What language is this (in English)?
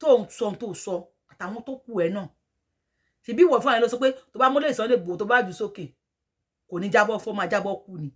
Yoruba